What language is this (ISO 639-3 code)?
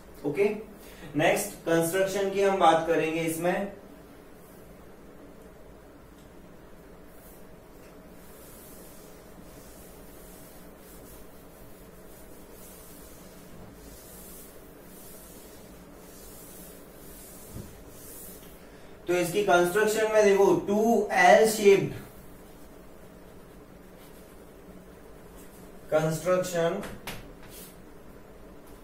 hin